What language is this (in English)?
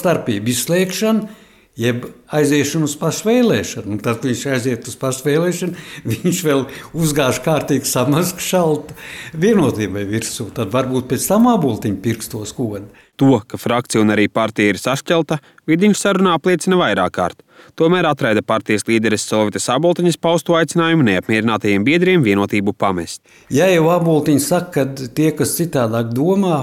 Latvian